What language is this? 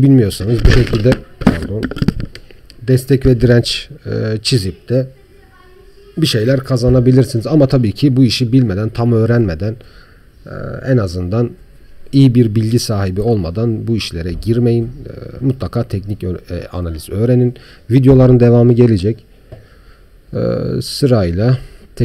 Turkish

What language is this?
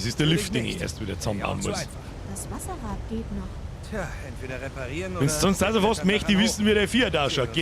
Bavarian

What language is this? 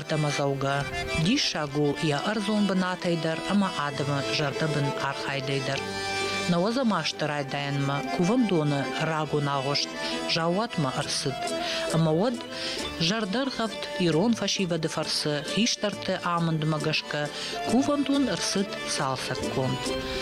Ossetic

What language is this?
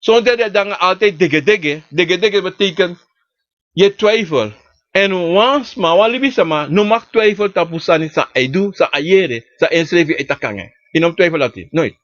Sranan Tongo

